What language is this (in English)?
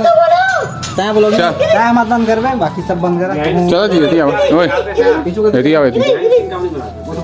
Chhattisgarhi